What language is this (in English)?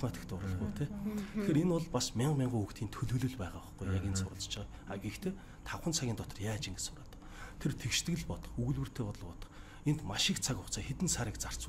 Mongolian